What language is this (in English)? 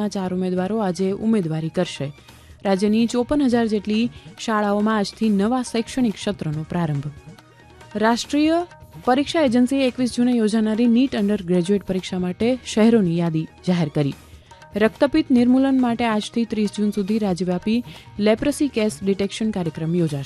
Gujarati